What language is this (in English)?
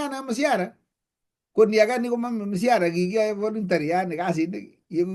Kalenjin